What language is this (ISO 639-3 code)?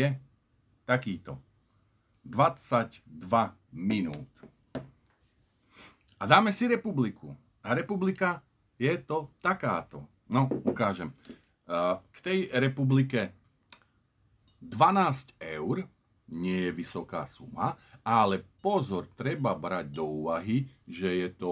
slk